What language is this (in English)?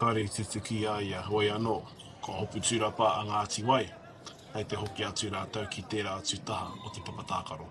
Māori